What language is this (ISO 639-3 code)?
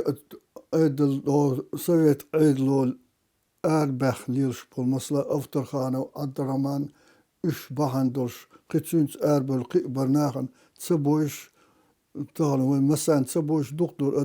che